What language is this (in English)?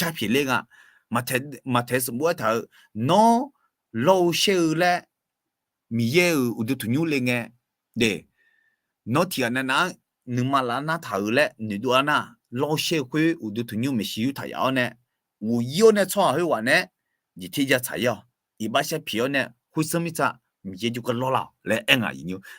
Akha